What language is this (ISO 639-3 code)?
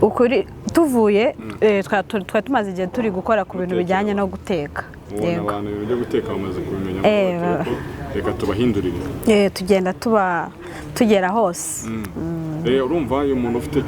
kin